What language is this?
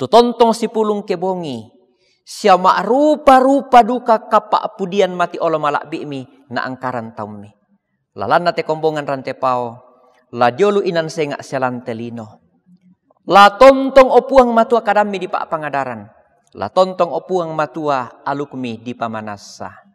Toraja-Sa'dan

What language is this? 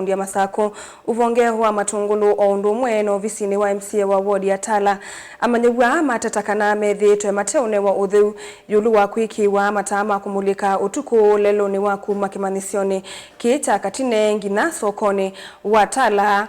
Kamba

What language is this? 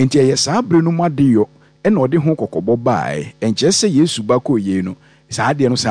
Akan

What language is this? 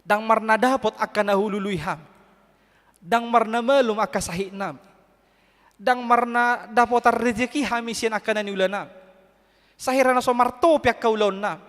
Batak Toba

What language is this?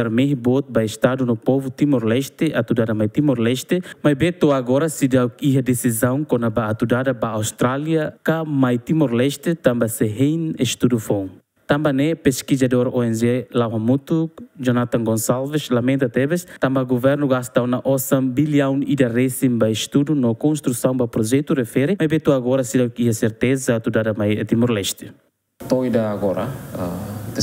Tetum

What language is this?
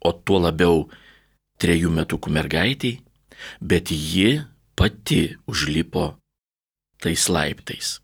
Lithuanian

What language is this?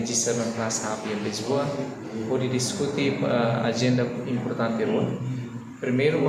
Tetum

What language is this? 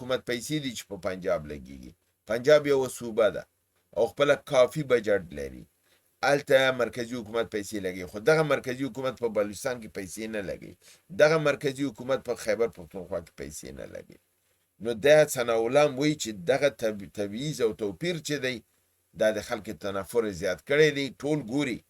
Pashto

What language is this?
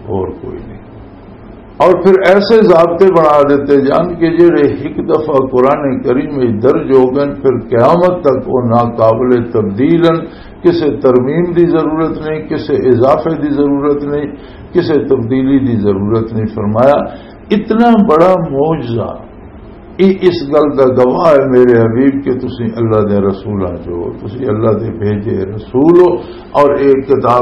Western Panjabi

